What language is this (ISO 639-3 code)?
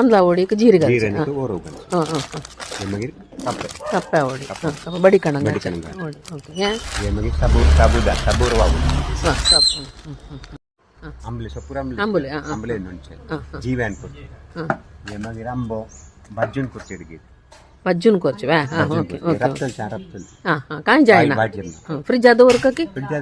kok